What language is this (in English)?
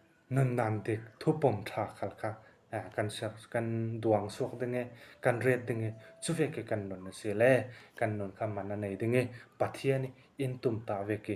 Falam Chin